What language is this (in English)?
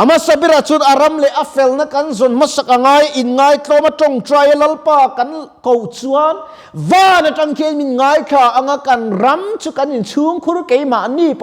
Mizo